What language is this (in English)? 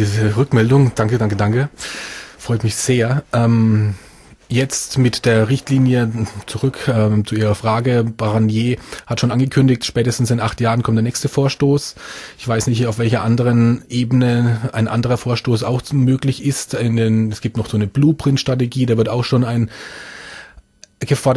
German